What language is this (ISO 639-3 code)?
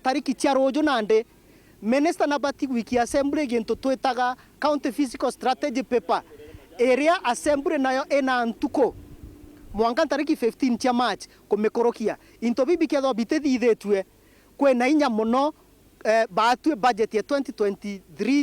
mer